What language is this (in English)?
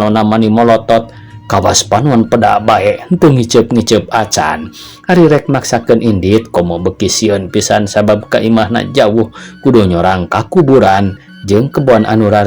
Sundanese